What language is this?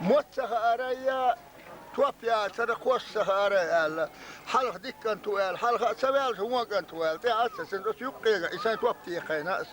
Chechen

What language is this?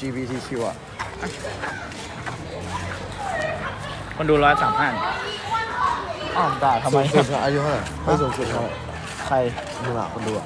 Thai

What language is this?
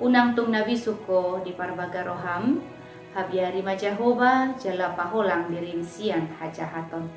Batak Toba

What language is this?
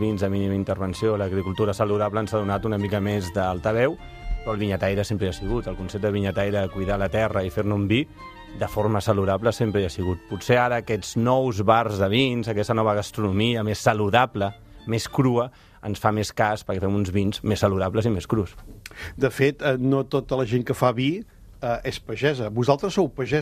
Catalan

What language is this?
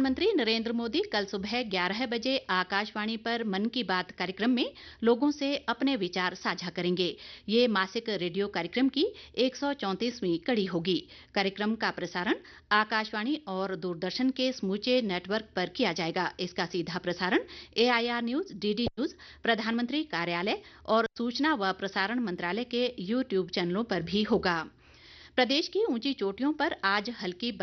Hindi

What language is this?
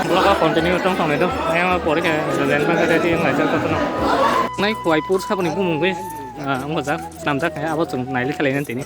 Kok Borok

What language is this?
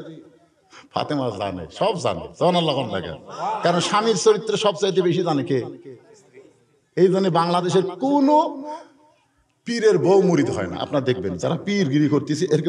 Bangla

